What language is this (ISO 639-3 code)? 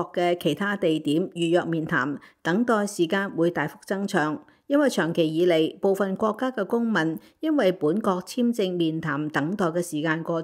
yue